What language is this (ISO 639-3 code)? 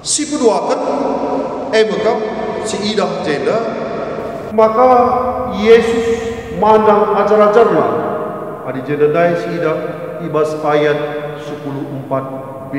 btx